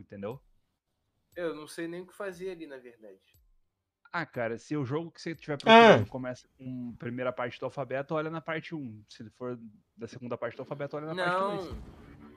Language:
Portuguese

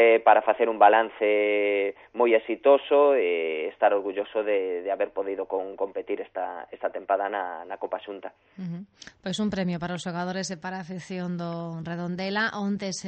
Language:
Galician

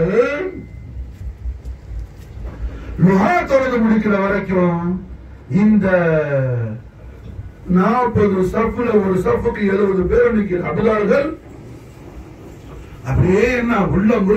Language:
Tamil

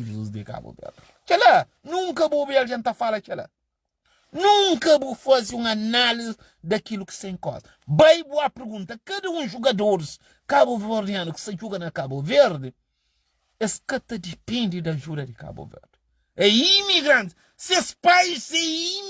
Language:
Kabuverdianu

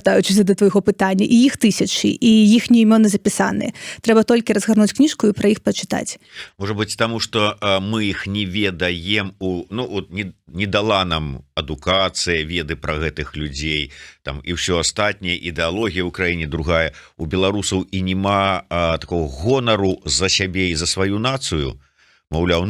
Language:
Belarusian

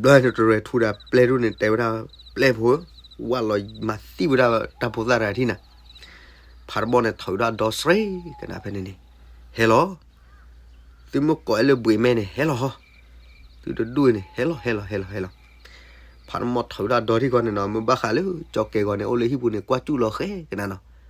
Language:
S'gaw Karen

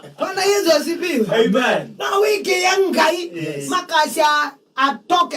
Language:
Kamba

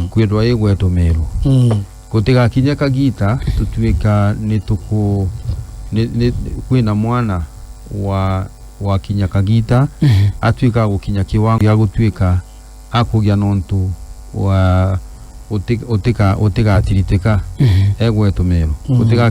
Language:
Meru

